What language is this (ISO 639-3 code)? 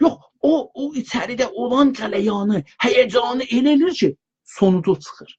azb